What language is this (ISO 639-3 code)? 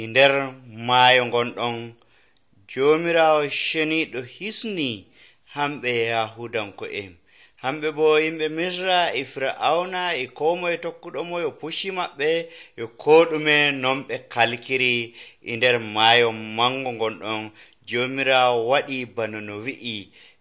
fuv